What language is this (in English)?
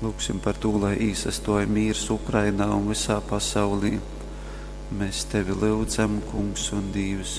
Latgalian